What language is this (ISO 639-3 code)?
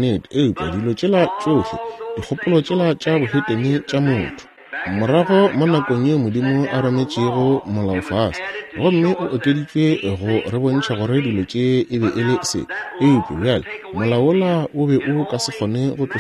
nso